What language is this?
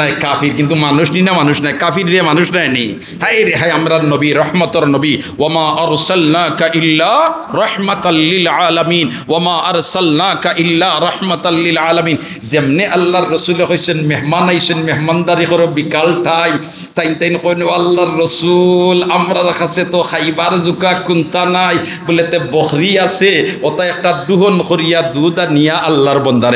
Sylheti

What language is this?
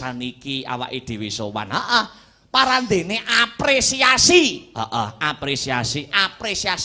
Javanese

